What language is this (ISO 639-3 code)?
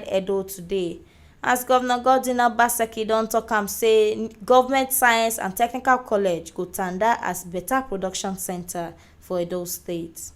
pcm